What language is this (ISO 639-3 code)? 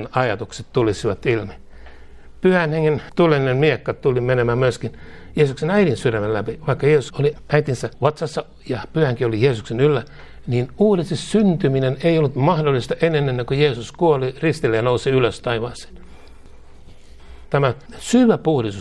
fin